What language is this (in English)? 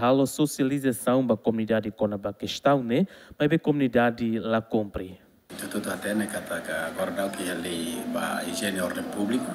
Tetum